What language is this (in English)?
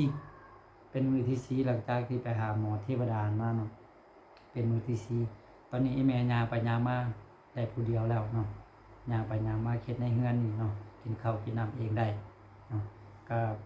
Lao